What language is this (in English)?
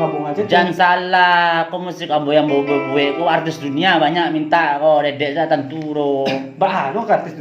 Minangkabau